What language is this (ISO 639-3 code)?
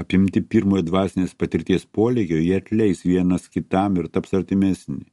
lit